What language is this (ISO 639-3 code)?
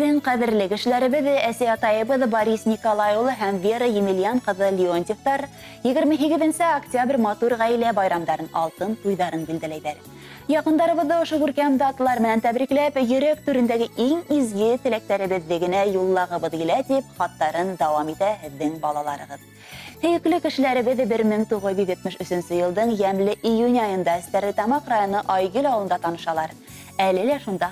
bak